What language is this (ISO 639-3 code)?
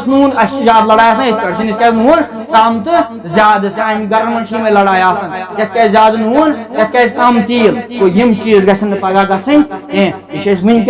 kas